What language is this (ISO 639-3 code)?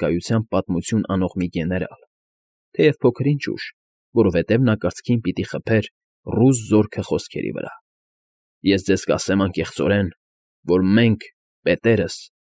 hye